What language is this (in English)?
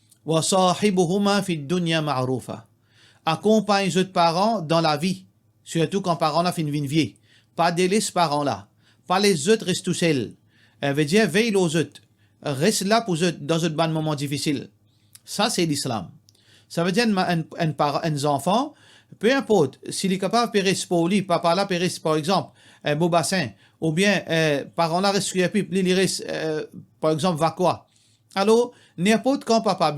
Morisyen